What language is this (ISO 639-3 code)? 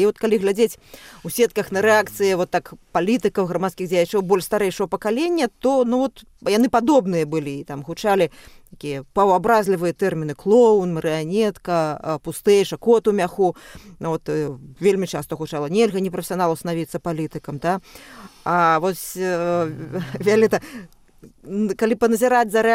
bel